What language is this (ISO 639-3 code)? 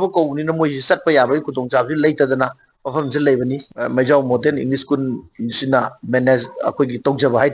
mni